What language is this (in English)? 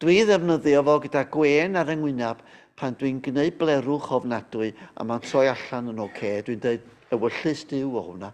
Welsh